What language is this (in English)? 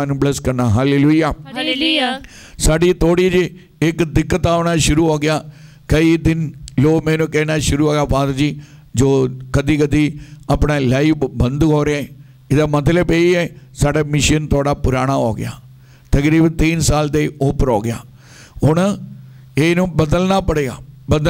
Punjabi